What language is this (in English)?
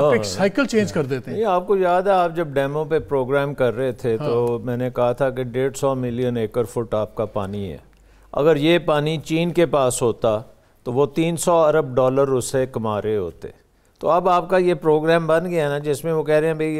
Urdu